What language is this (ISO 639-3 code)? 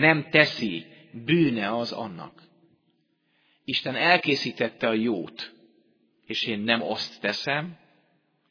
hun